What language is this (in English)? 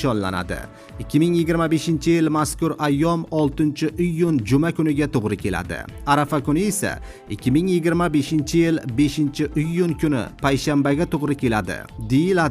Uzbek